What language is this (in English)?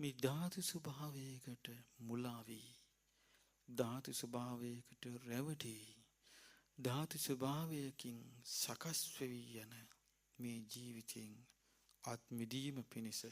Sinhala